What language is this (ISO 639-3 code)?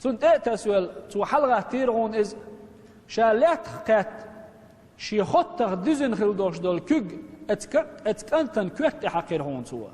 che